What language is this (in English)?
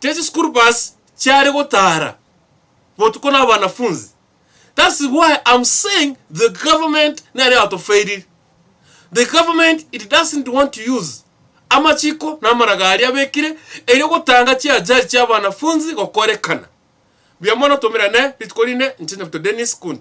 Gusii